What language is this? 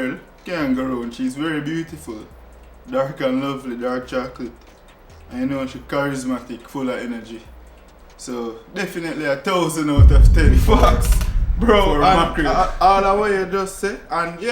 Jamaican Creole English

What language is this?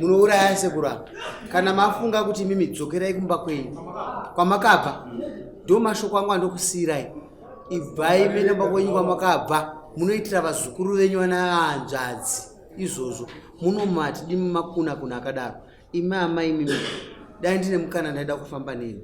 Shona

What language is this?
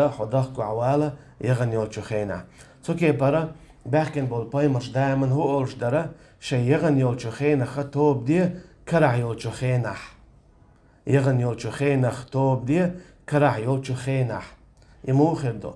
Chechen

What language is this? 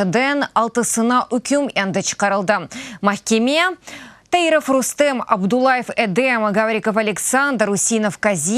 Crimean Tatar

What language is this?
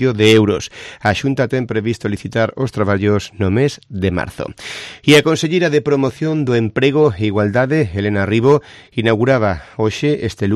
Galician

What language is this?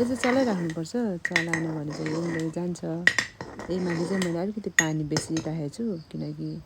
Nepali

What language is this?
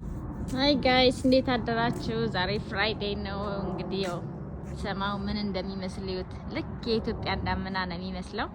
Amharic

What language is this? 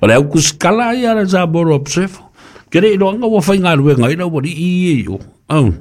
Samoan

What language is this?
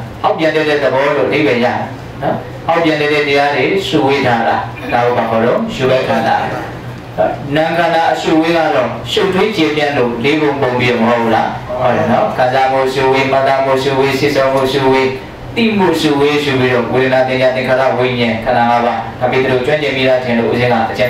Burmese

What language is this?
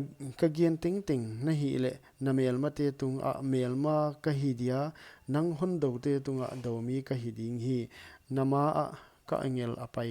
Paite Chin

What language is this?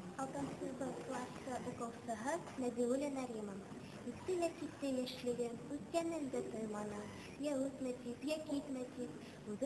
Bashkir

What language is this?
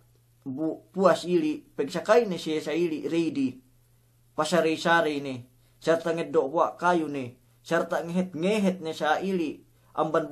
Yakan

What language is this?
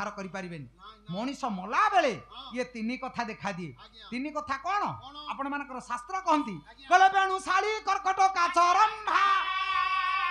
Odia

